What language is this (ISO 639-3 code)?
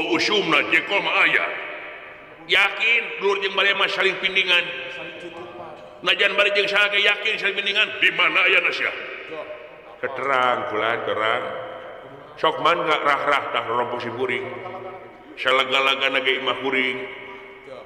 sun